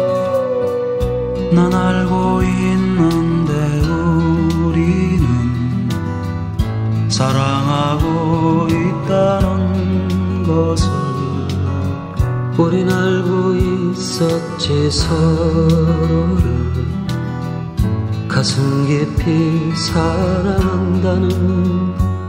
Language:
Korean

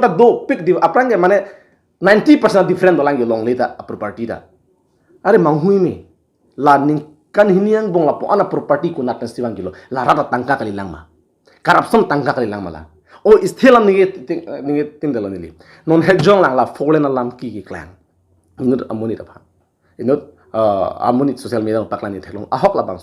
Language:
Karbi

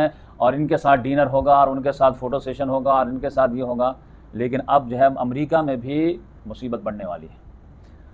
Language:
Hindi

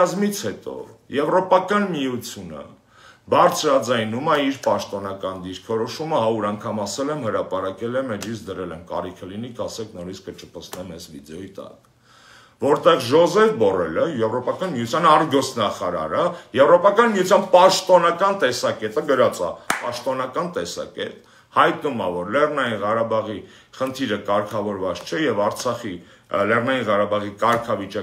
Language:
Armenian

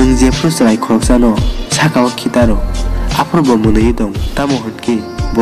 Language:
Kok Borok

